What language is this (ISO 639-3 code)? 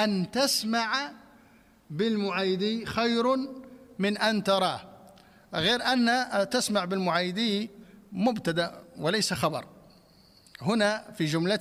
ara